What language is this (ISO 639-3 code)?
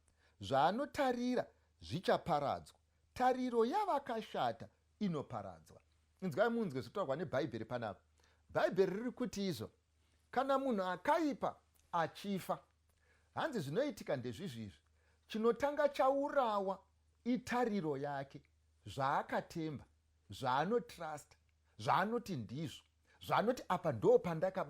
sna